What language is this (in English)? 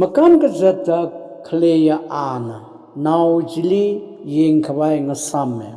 Tangkhul Naga (India)